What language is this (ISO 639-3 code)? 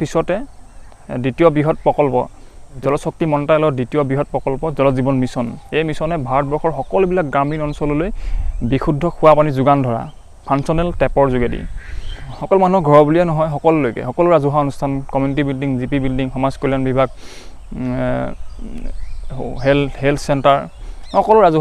asm